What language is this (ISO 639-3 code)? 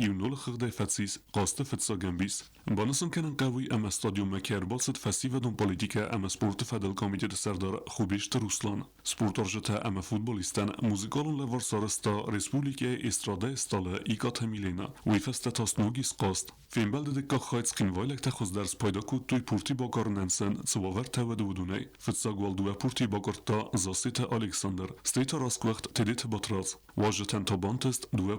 oss